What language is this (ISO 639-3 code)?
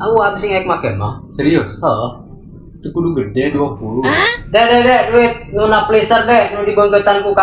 sun